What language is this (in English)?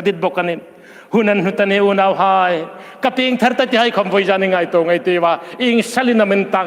Hmar